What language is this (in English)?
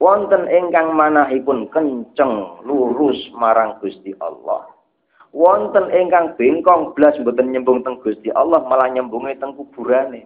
Javanese